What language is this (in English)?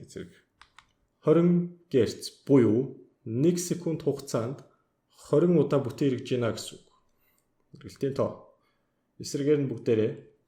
Mongolian